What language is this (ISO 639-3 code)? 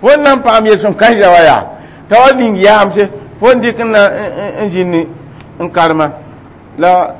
mos